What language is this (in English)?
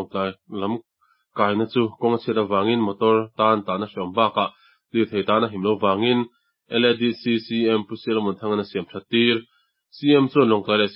Mizo